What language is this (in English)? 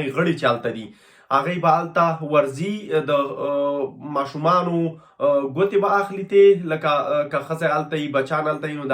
Pashto